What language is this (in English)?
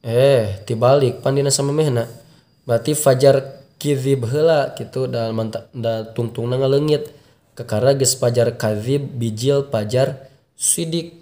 Sundanese